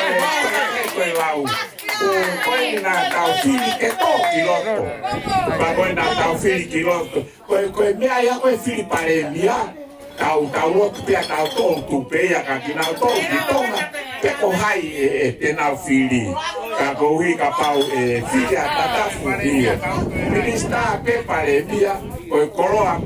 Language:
Tongan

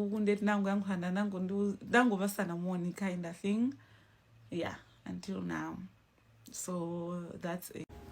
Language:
Nyanja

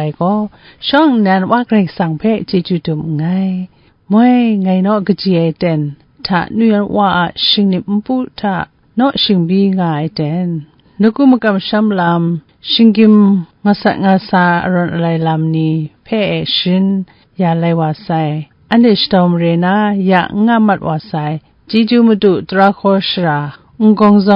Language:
Kachin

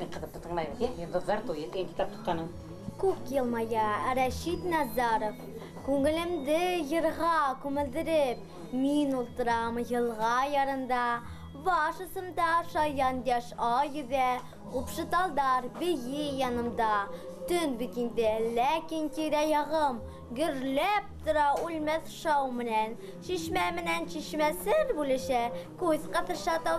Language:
Bashkir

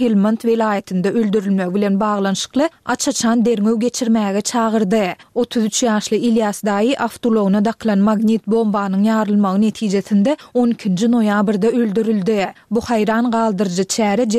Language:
Turkmen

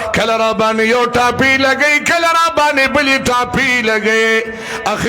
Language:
Pashto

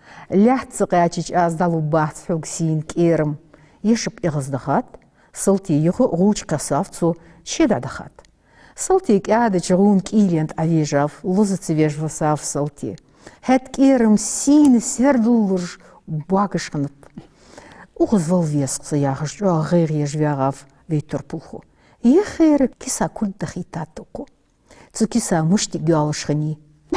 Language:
Ingush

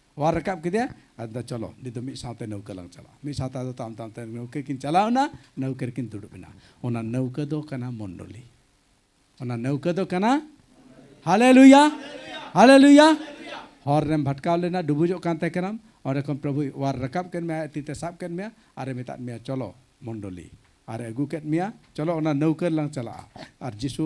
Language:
Santali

